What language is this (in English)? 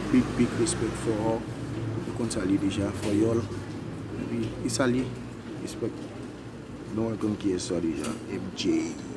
Haitian Creole